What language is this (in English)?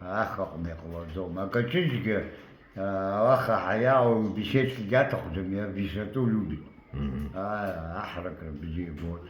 Abkhazian